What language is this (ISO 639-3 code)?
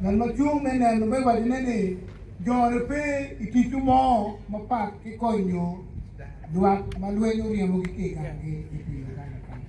ach